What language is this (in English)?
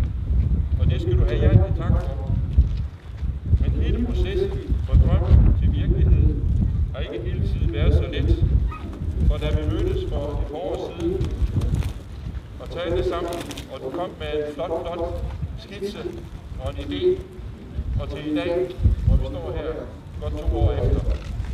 Danish